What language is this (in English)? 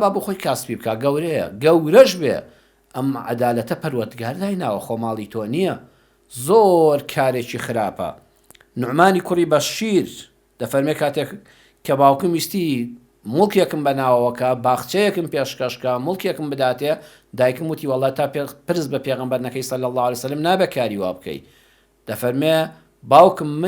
Central Kurdish